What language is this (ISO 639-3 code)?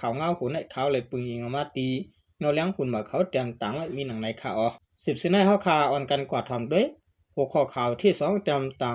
shn